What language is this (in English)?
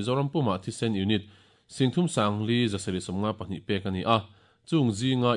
Mizo